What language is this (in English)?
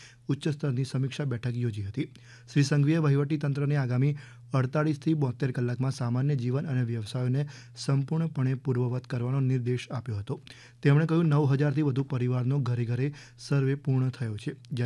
Gujarati